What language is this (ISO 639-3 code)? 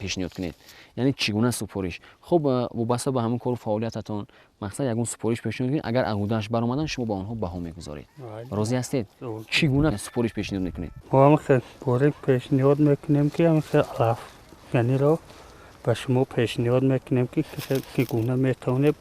tgk